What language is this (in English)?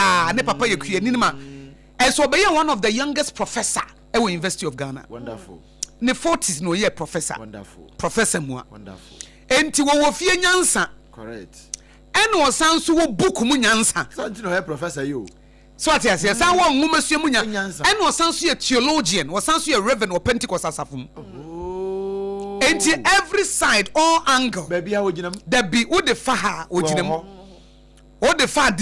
Akan